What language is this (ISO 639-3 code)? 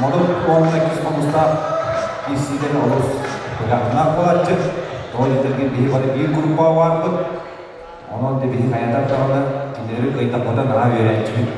sah